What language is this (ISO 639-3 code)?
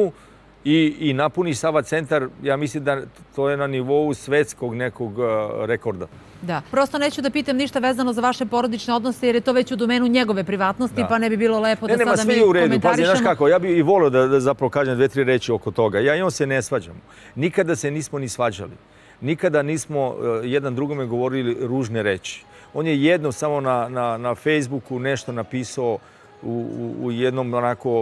srp